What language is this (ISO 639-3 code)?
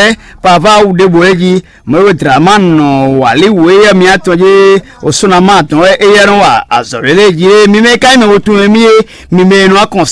fon